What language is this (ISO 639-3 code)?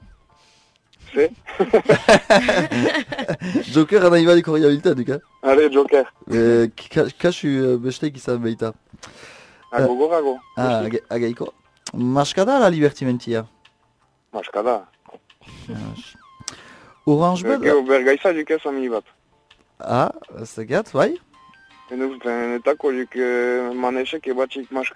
eus